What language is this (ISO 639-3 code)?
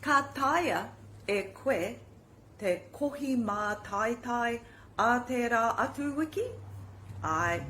mri